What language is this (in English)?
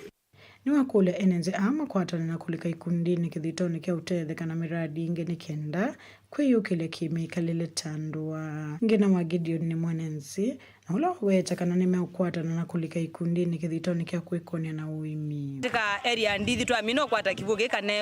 Kamba